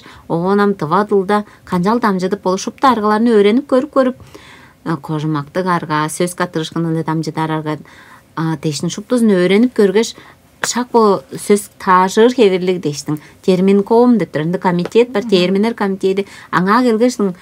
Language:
Tuvinian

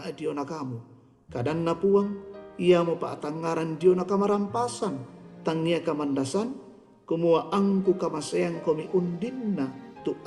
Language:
Toraja-Sa'dan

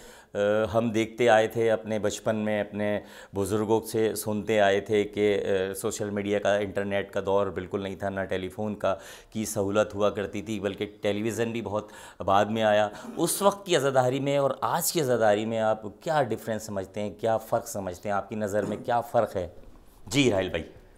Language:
Urdu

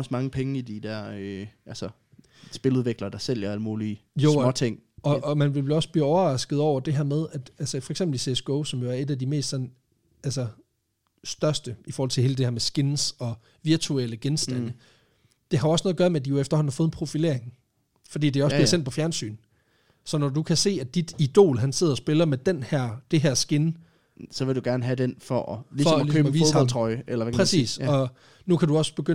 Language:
Danish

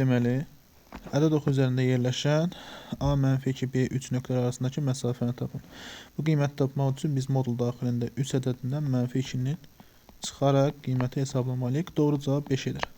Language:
Azerbaijani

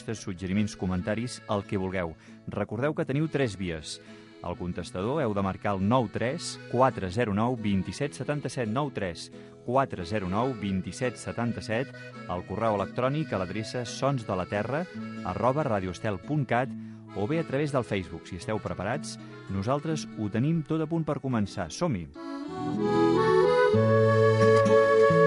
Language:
Catalan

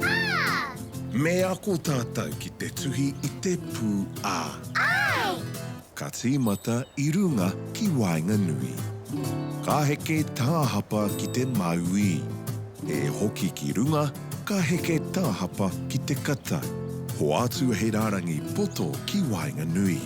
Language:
Māori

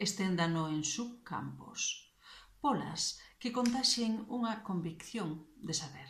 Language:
Galician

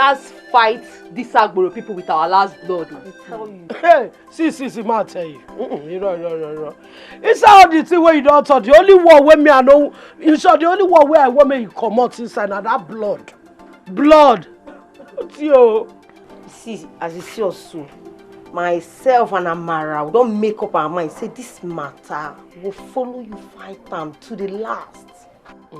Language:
Nigerian Pidgin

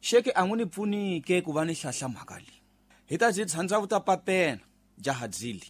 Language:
Tsonga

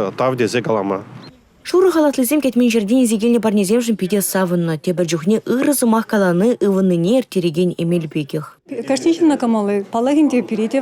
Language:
Chuvash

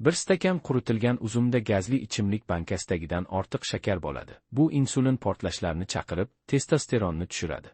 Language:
Uzbek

